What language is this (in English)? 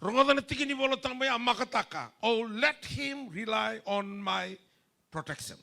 Fijian